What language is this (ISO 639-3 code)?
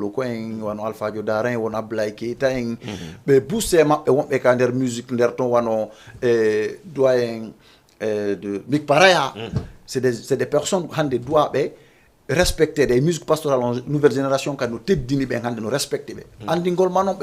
ful